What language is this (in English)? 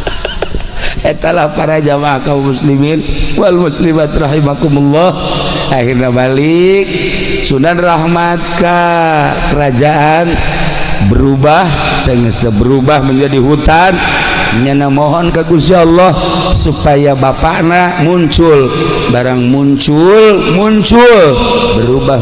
Sundanese